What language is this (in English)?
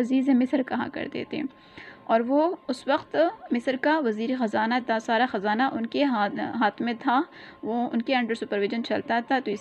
Urdu